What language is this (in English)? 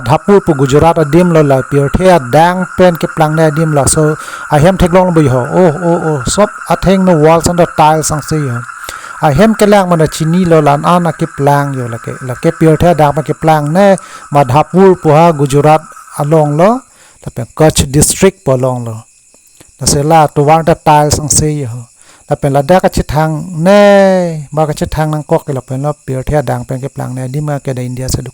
Karbi